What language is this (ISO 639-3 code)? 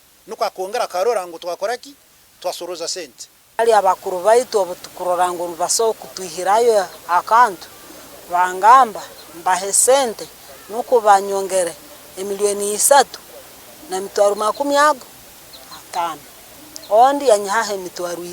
nyn